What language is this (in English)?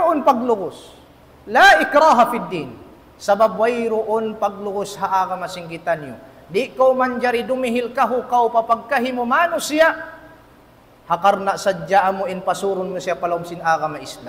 Tausug